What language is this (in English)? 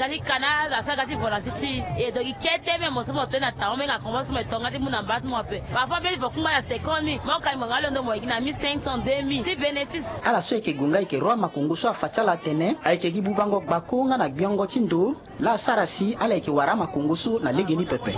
Sango